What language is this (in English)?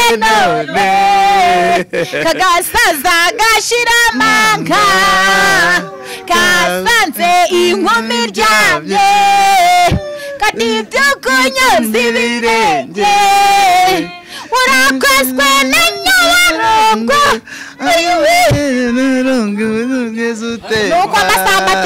Kinyarwanda